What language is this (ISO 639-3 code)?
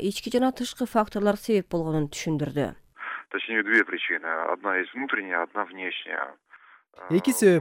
kir